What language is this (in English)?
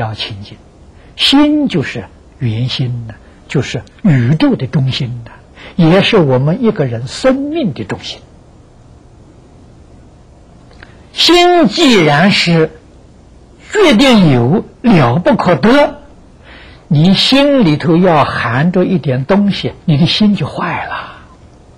Chinese